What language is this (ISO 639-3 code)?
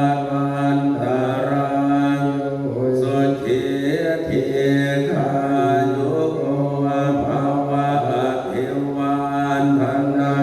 pli